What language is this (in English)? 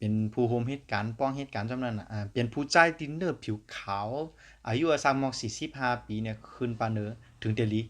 Shan